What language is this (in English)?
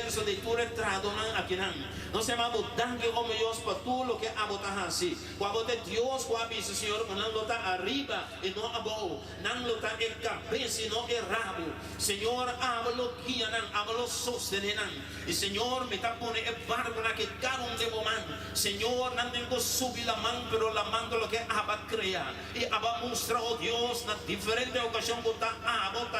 Papiamento